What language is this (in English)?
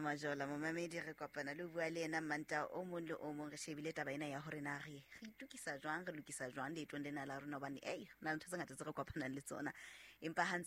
Southern Sotho